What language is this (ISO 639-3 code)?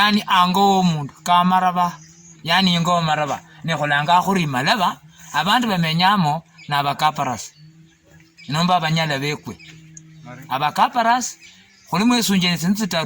luy